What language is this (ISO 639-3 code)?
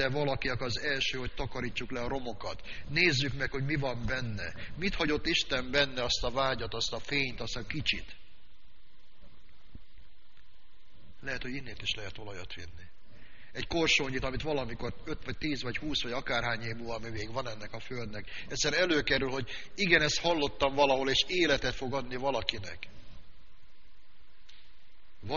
hun